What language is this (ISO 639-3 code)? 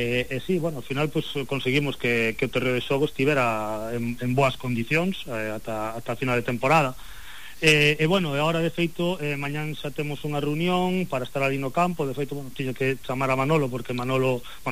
glg